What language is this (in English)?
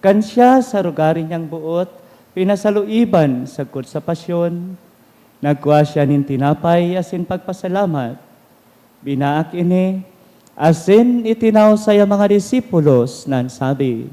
Bikol